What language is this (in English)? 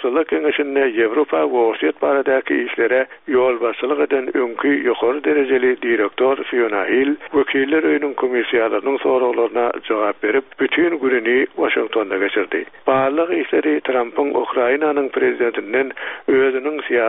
Turkmen